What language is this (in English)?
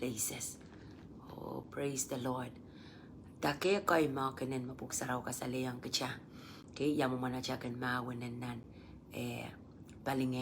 Pohnpeian